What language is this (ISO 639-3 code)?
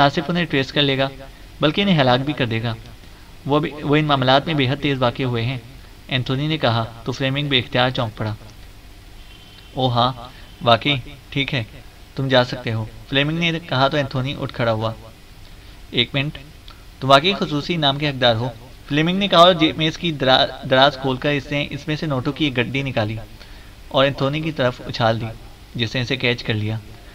urd